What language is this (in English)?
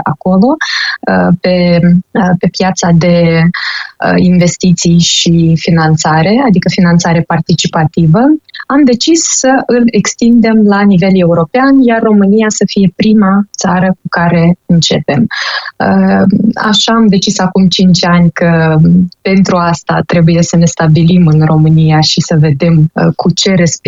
Romanian